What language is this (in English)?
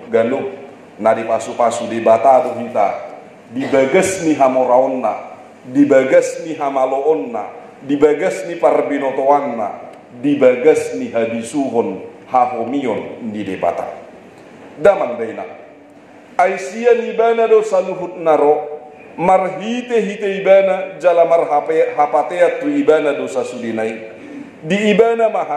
Batak Toba